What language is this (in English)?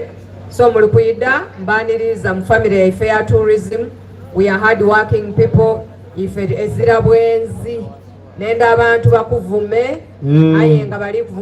Soga